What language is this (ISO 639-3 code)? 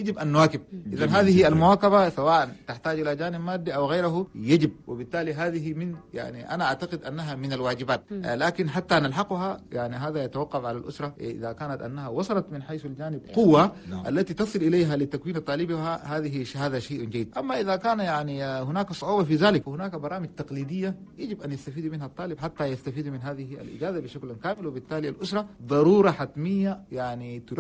shu